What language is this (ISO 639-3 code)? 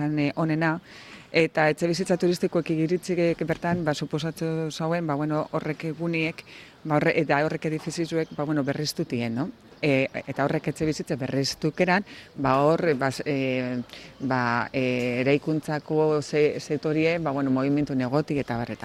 eus